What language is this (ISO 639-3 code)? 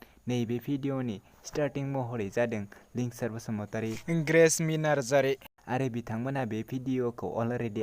brx